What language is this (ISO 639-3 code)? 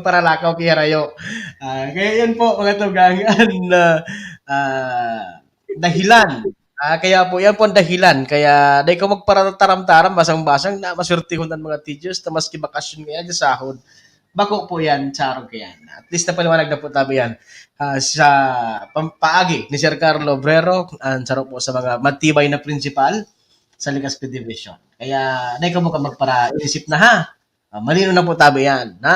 bik